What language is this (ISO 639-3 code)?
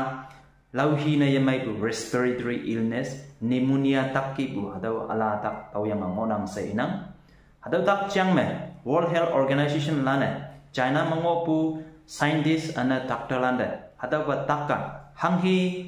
nbe